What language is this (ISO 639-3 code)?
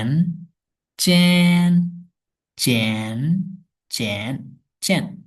shn